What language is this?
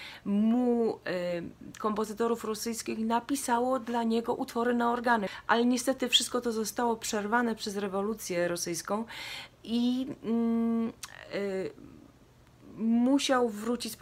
Polish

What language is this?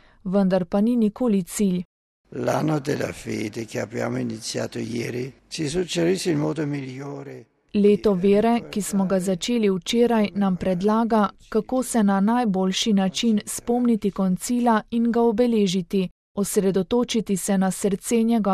Slovenian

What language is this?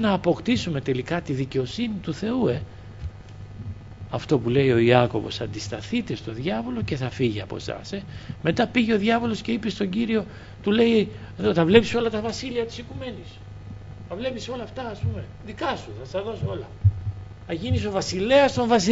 Greek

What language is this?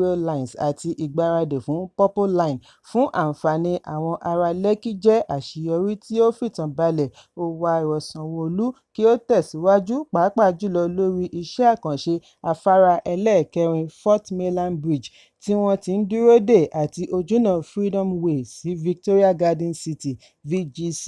Yoruba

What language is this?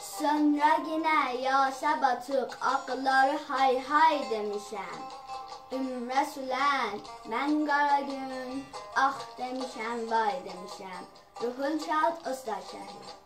South Azerbaijani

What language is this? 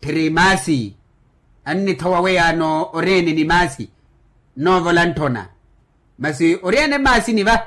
Makhuwa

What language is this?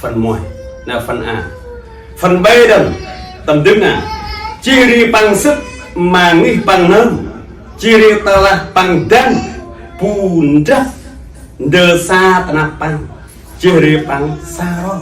Central Mnong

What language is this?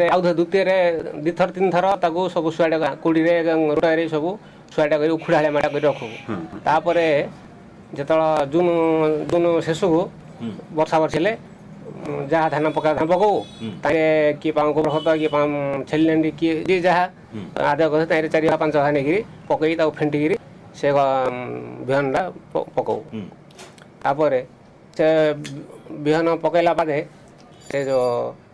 Odia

